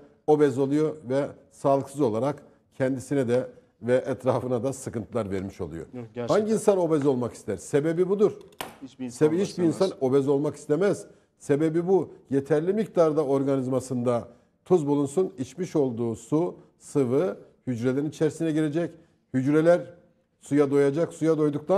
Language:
Turkish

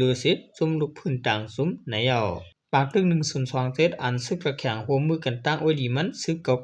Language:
Shan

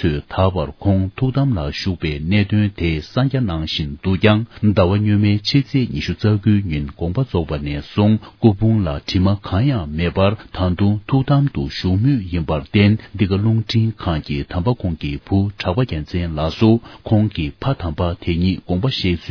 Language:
Tibetan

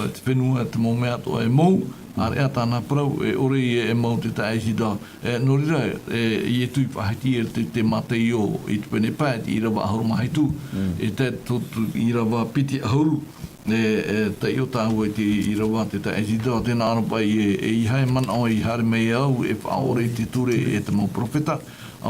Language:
Tahitian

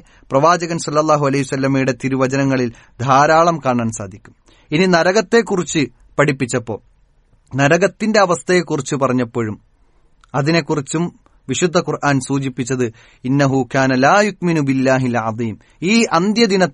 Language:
Malayalam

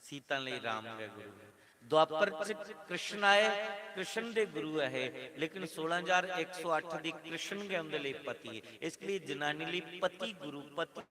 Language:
Dogri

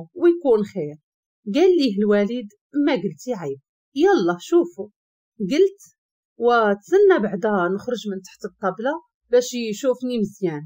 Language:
Moroccan Arabic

